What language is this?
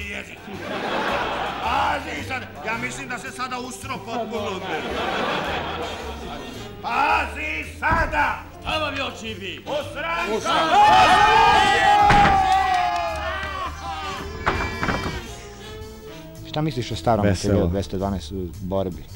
Serbian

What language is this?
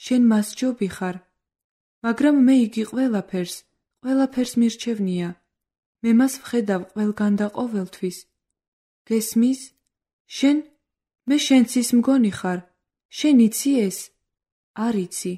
Georgian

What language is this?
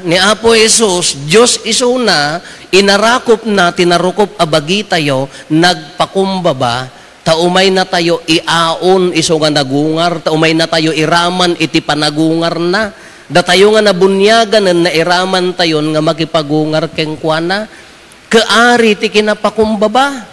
Iloko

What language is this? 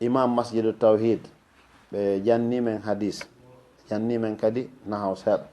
Fula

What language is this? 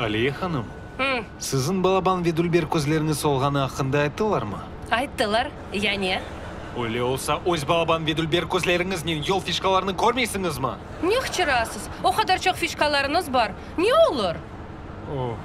Crimean Tatar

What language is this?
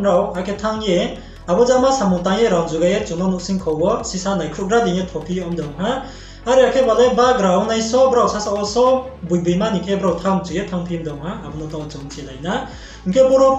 Riang (India)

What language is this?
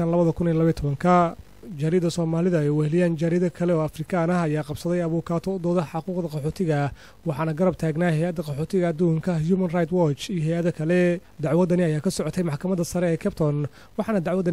Somali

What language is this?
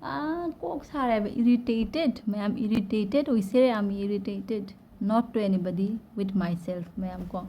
Manipuri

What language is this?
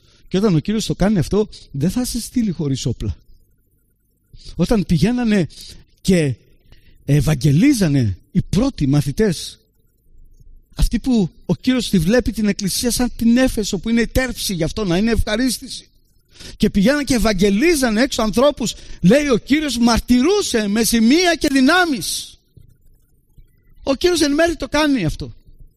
Greek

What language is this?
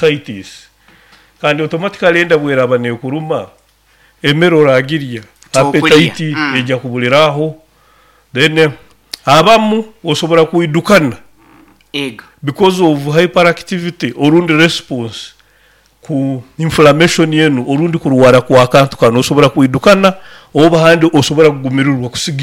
Nyoro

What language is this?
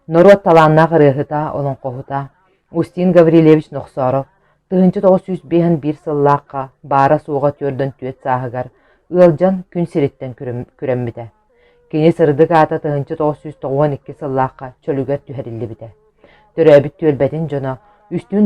Yakut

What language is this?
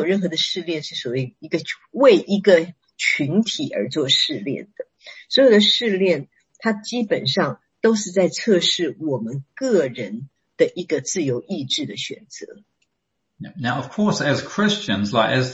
Chinese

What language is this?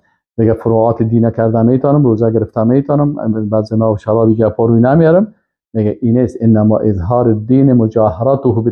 Persian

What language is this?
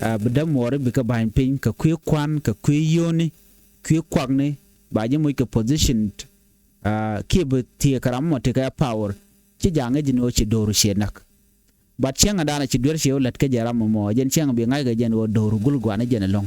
Nuer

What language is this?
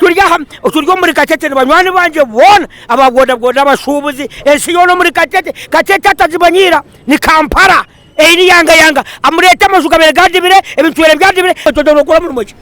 Nyankole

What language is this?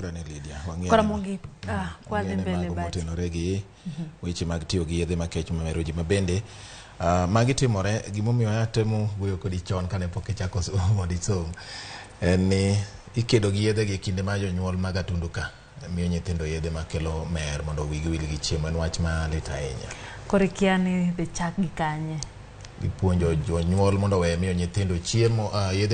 Luo (Kenya and Tanzania)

